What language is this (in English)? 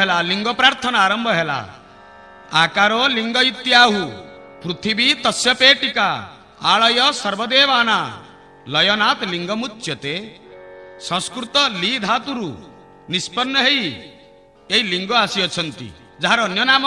Odia